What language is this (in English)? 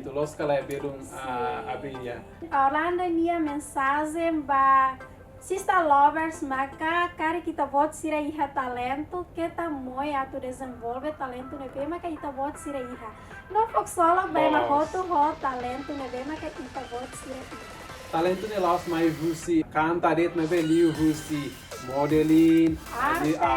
Tetum